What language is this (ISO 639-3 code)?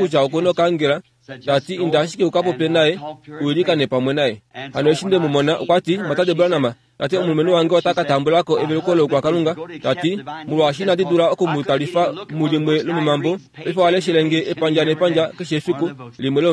kua